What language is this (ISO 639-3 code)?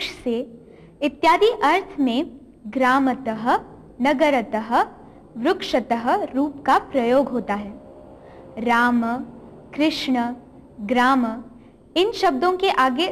san